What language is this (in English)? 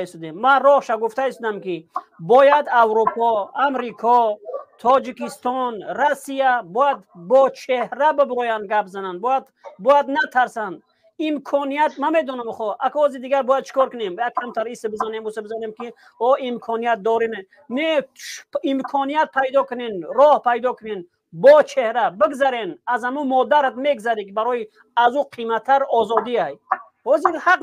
Tajik